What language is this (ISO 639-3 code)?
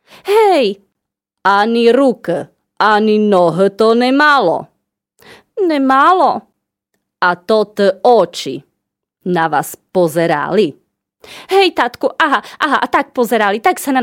slk